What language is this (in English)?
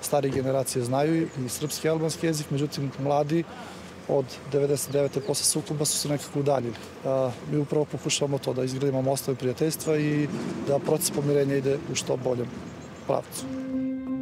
Serbian